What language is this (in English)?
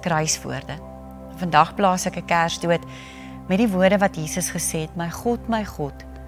Afrikaans